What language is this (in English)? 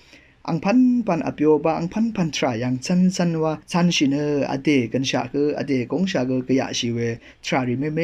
Rawang